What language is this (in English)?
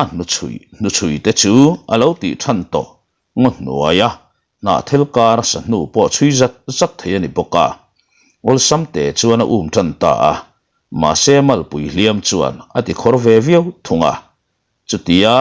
Mizo